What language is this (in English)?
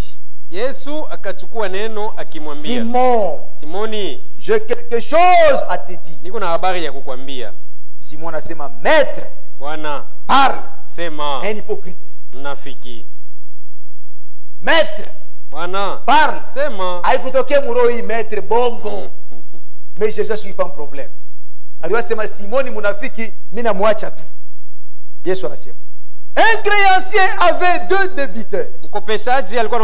Swahili